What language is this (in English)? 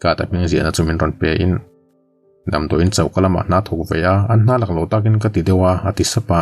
Mizo